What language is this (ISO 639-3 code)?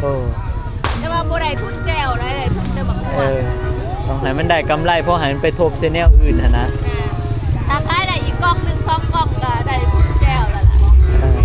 tts